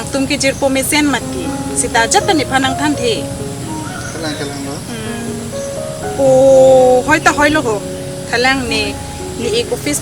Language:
Karbi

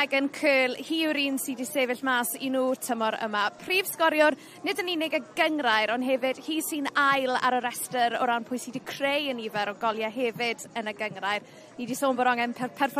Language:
Welsh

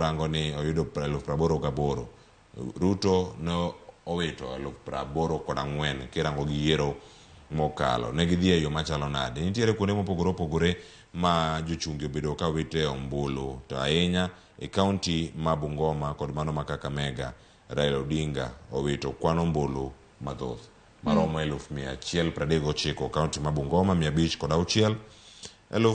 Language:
Luo (Kenya and Tanzania)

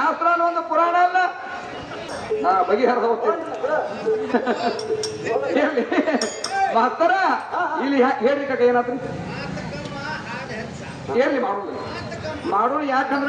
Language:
Kannada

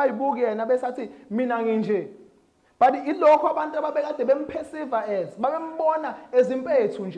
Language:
Zulu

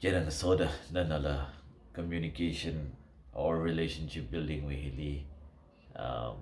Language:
Tangkhul Naga (India)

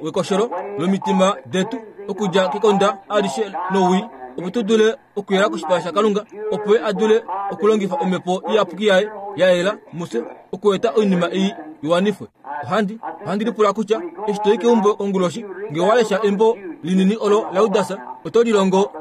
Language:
Kuanyama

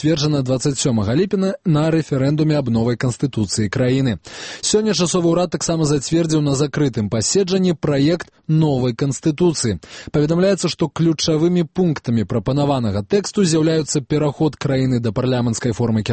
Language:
Belarusian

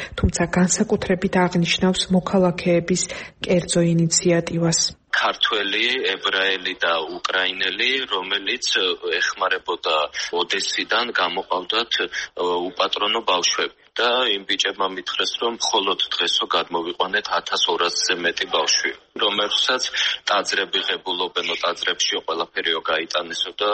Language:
Georgian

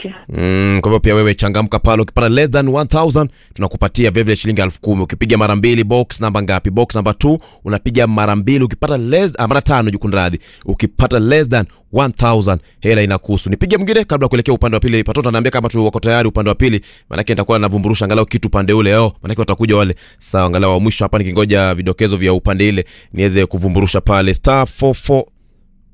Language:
Swahili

